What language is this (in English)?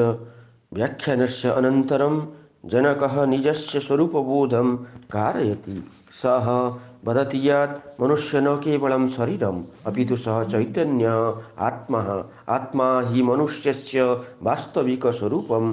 Sanskrit